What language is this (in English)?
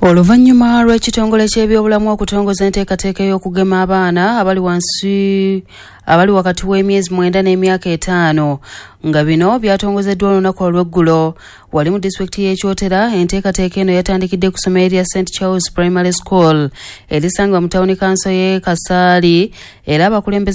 Ganda